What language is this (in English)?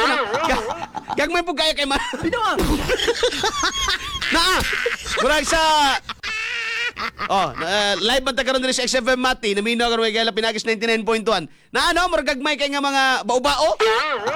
Cebuano